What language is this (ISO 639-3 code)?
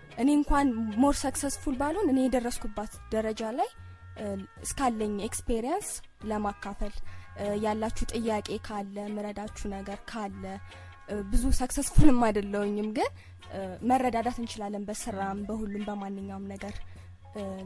amh